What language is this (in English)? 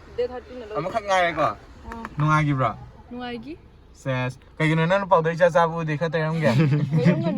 Manipuri